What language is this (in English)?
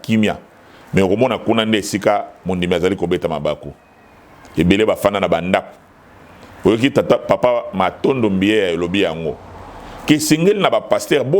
Lingala